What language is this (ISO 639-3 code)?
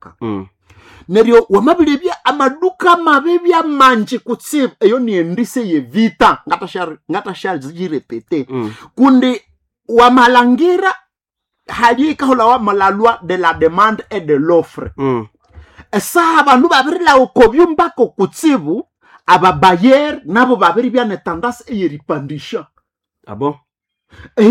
nnb